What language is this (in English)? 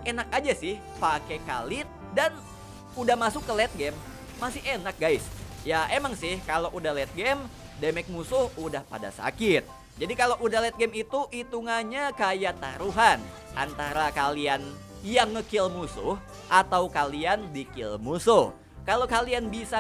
Indonesian